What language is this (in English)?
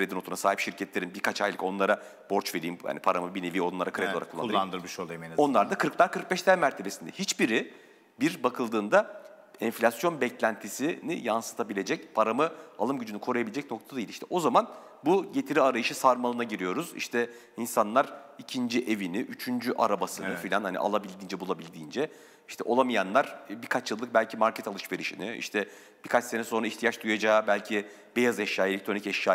Turkish